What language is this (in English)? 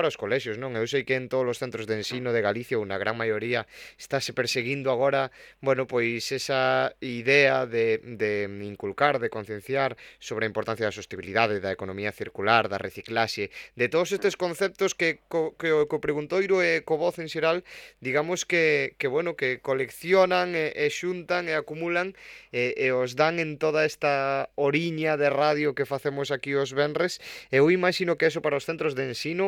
Galician